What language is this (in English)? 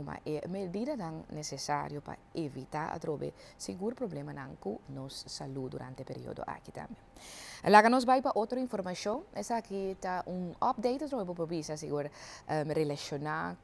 Papiamento